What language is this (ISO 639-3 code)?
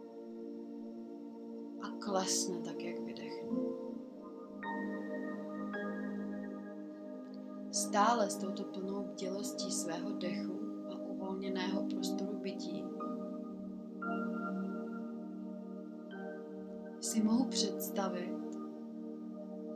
ces